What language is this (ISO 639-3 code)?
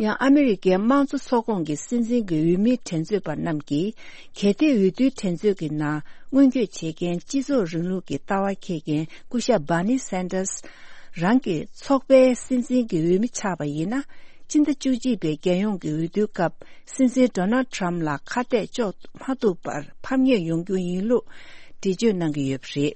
bod